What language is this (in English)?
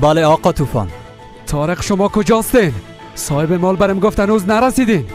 Persian